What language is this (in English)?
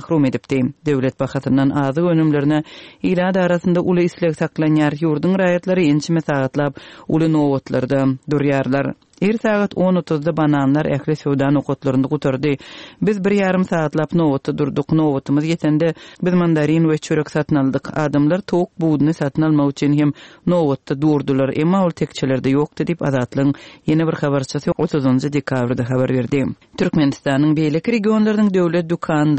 Turkmen